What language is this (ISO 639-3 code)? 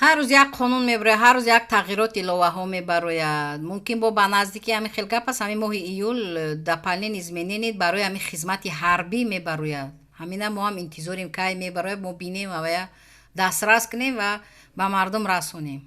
tgk